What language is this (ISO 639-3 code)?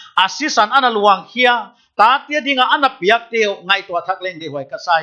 pck